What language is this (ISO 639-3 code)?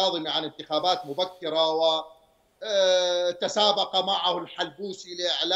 acm